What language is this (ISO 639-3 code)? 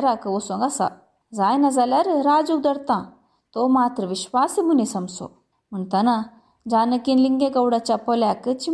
kok